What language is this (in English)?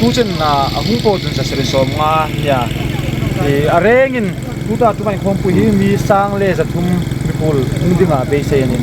Hmar